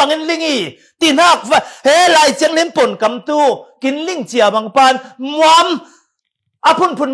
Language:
Falam Chin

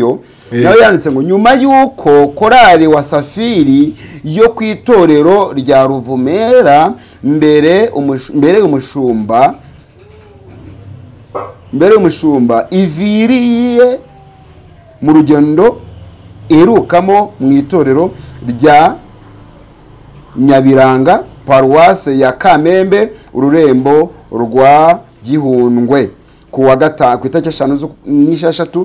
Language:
Kinyarwanda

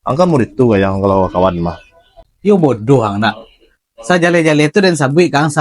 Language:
Minangkabau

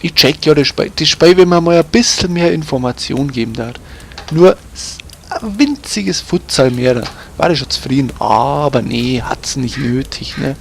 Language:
Bavarian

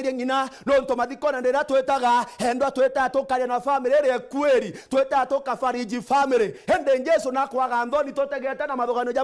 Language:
Meru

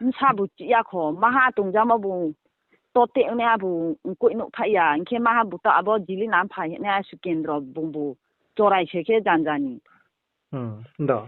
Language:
Riang (India)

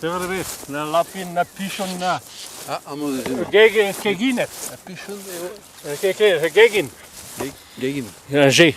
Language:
Breton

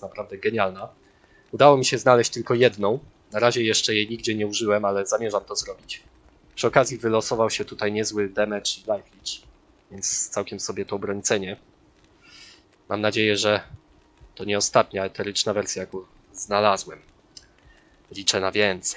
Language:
Polish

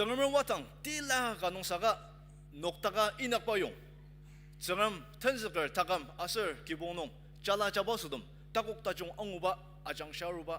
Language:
Ao Naga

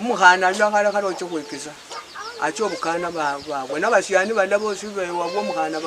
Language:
Luyia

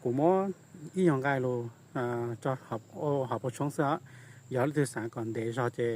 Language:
Hmong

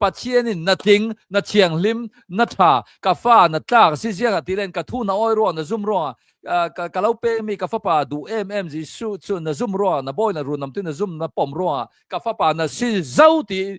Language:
Hakha Chin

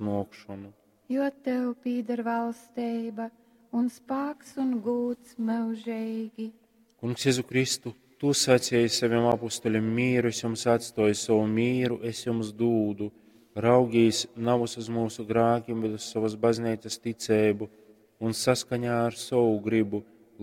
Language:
Latgalian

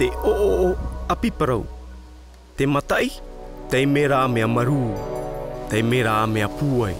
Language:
Tahitian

